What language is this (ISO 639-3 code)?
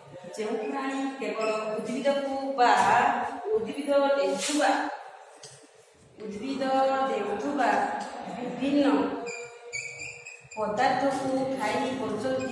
ori